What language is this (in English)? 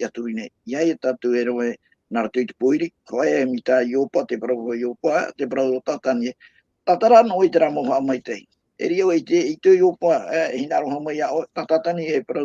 Tahitian